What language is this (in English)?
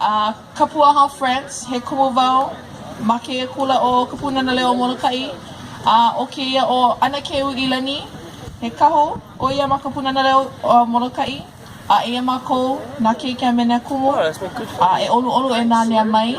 Hawaiian